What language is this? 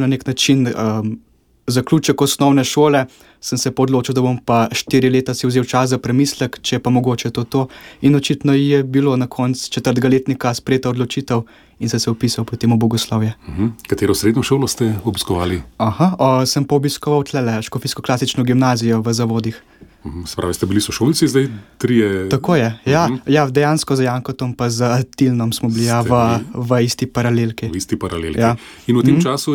Slovenian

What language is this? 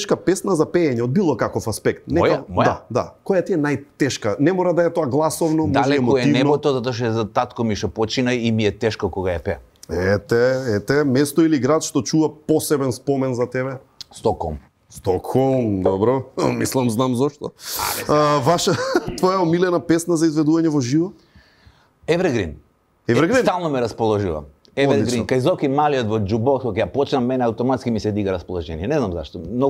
Macedonian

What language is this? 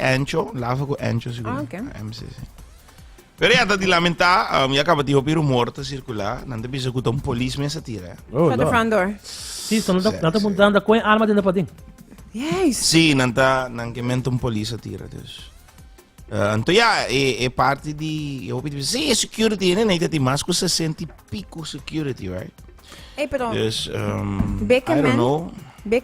Papiamento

